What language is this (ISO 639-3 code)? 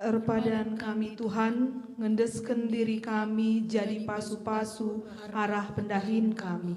btx